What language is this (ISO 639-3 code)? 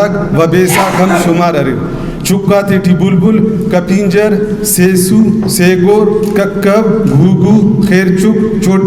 brh